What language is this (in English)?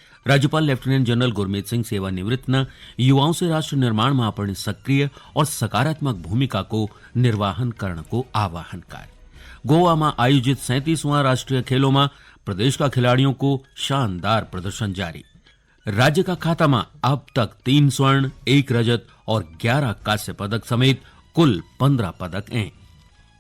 Garhwali